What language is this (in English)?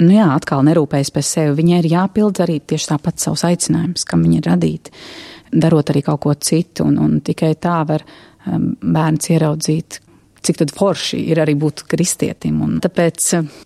Latvian